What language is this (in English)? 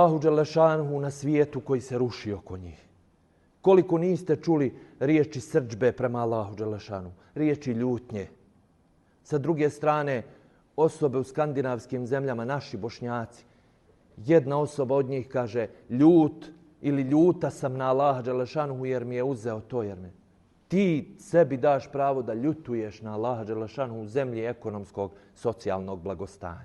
Bosnian